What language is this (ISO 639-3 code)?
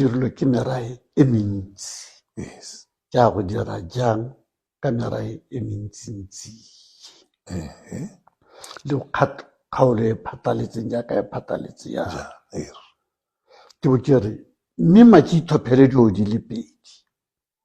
tsn